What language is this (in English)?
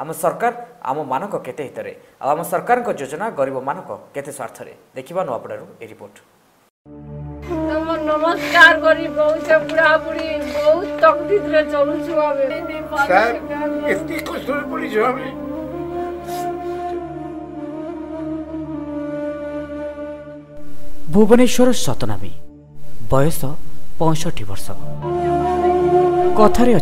Odia